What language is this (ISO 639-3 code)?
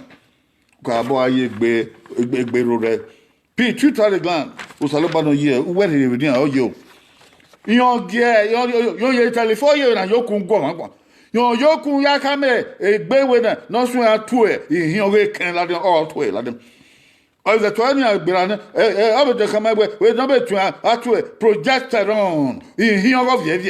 bin